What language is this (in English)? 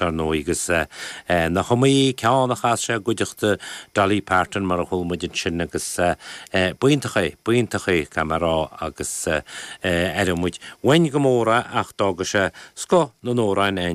Irish